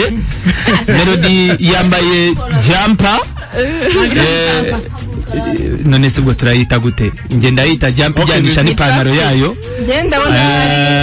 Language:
Kinyarwanda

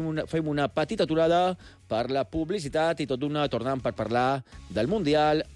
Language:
Catalan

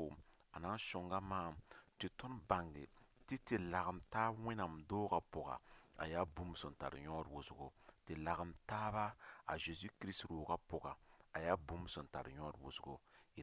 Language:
Mossi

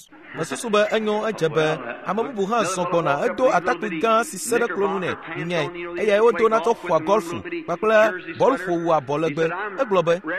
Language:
Ewe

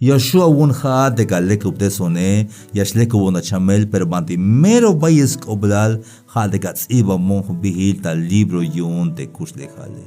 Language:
Tzeltal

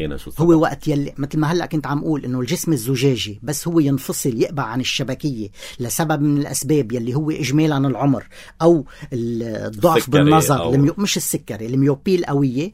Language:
North Levantine Arabic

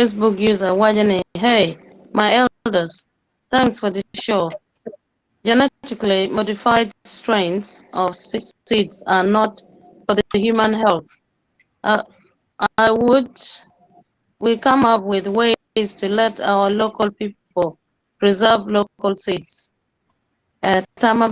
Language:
Acoli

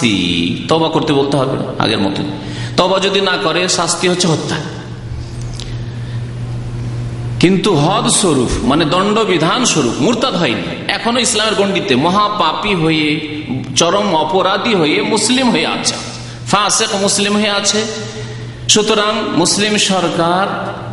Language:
Bangla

